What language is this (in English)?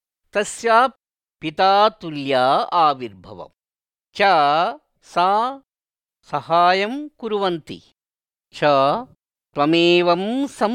Sanskrit